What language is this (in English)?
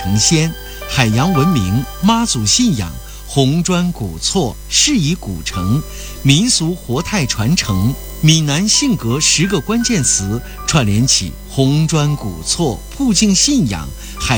Chinese